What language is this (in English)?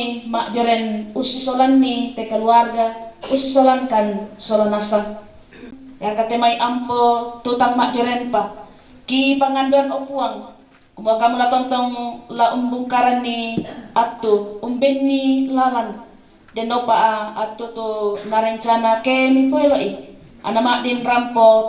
Toraja-Sa'dan